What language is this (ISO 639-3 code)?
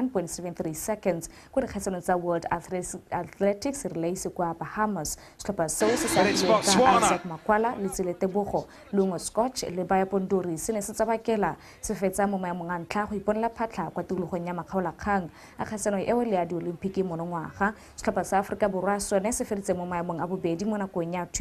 tsn